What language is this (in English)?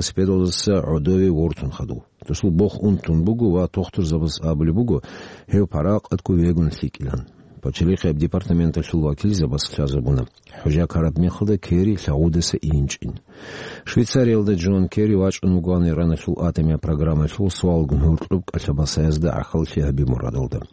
Avaric